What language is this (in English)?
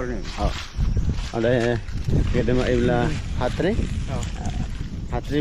Dimasa